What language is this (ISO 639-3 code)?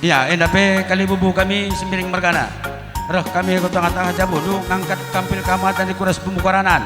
btx